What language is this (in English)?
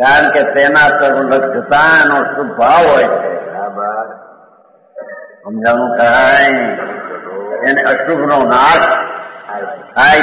Gujarati